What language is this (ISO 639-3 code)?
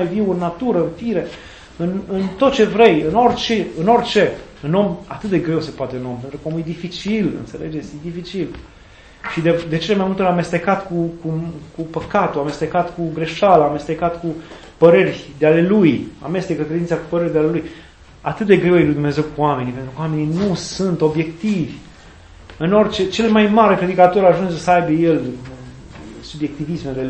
ron